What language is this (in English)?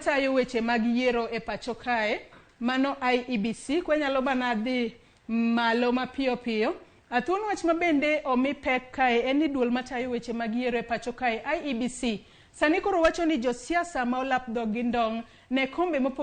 Luo (Kenya and Tanzania)